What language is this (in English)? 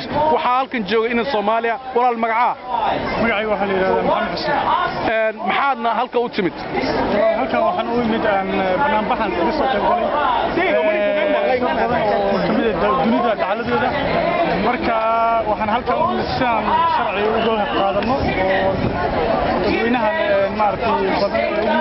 Somali